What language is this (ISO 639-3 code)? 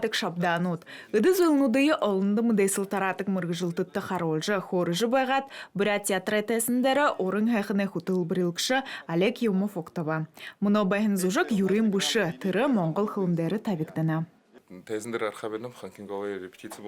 bua